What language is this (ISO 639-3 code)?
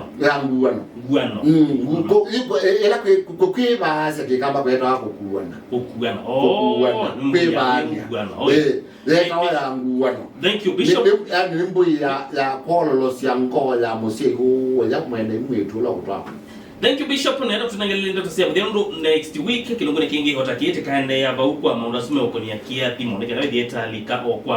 kam